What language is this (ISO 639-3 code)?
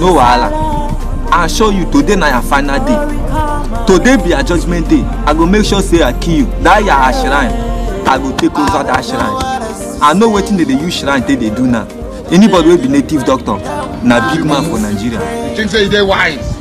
pcm